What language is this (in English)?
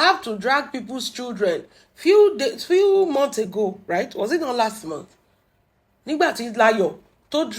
Yoruba